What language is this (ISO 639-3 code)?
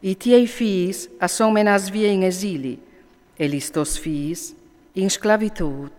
fur